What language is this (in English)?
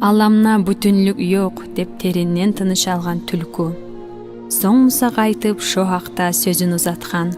Kumyk